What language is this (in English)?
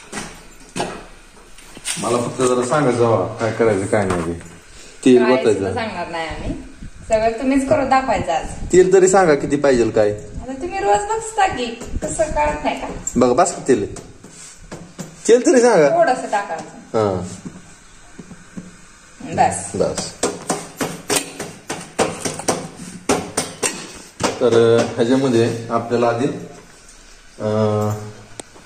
Marathi